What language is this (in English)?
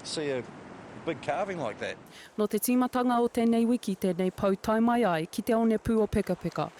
Māori